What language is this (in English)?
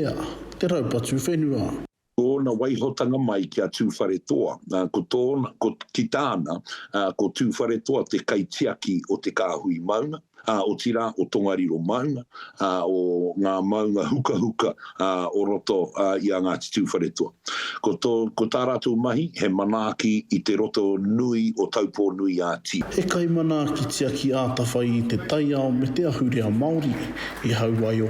Māori